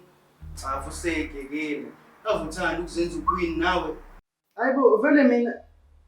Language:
Zulu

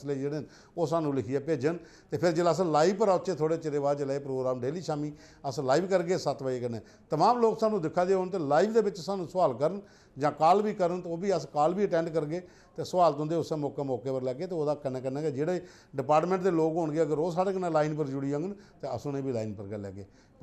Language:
Dogri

